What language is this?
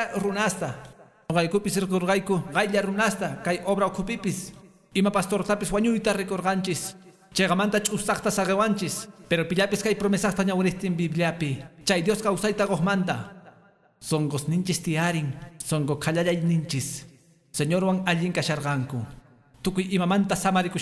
Quechua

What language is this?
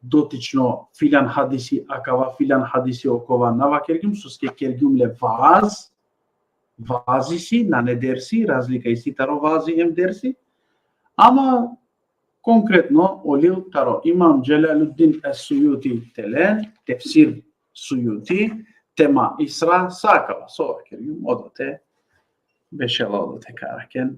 Balkan Romani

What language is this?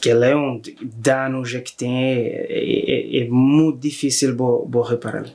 Kabuverdianu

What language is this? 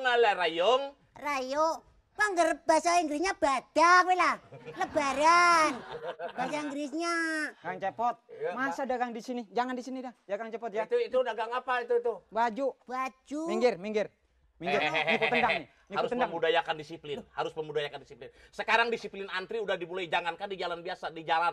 Betawi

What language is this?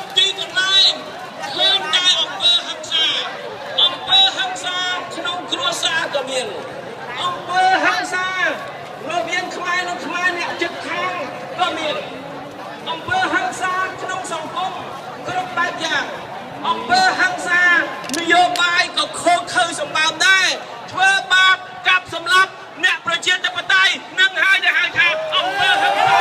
Khmer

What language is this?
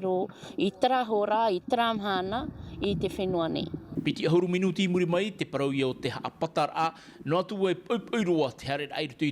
Tahitian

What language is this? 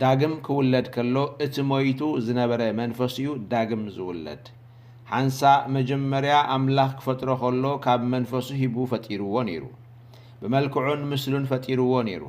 Tigrinya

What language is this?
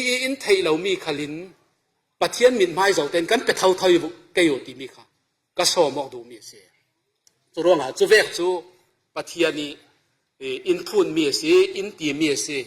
Falam Chin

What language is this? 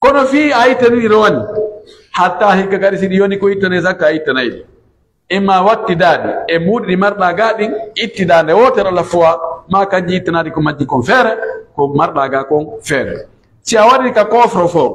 Pular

